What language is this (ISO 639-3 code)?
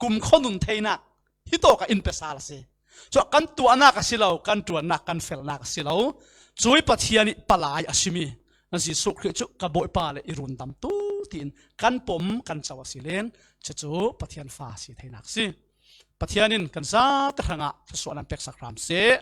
cfm